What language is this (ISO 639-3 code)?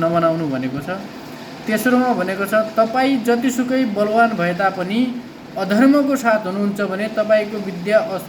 nep